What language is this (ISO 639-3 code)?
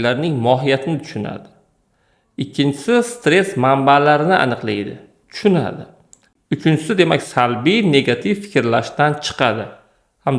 uzb